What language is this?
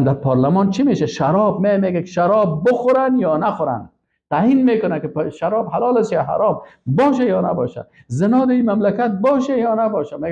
Persian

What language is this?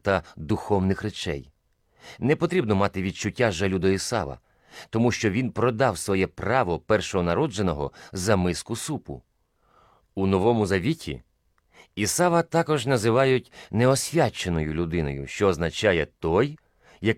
Ukrainian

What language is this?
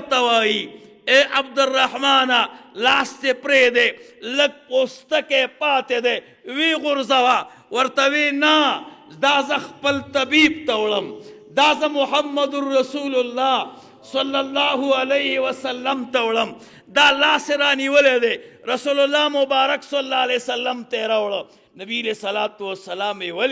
Pashto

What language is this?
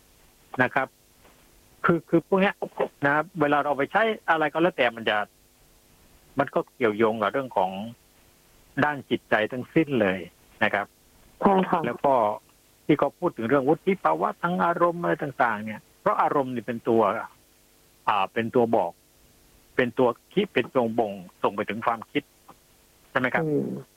Thai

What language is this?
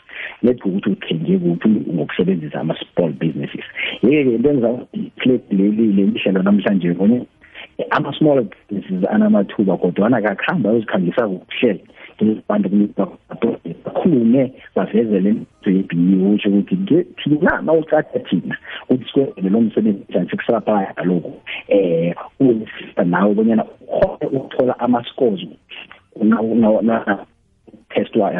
South Ndebele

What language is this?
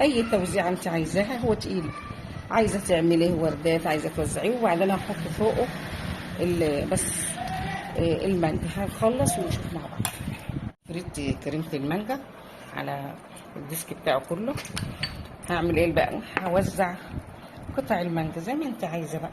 Egyptian Arabic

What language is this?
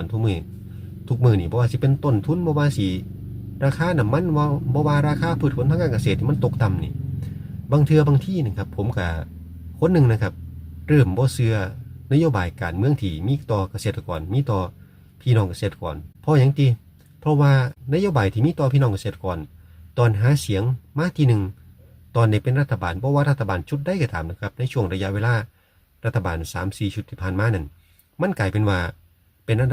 Northeastern Thai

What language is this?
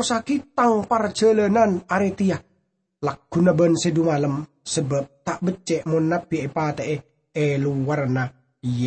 Madurese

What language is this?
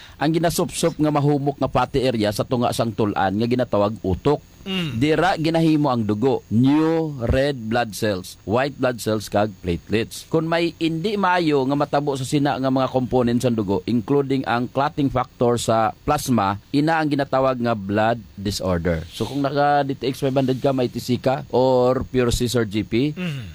Hiligaynon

